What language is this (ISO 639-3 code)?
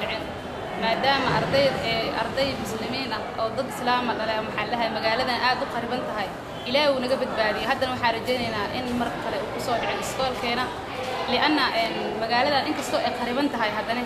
som